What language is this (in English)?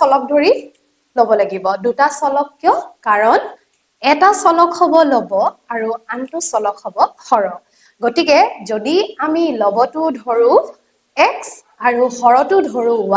Assamese